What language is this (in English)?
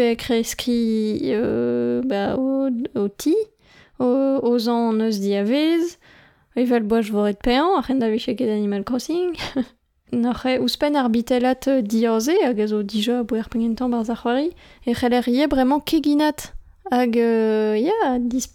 Breton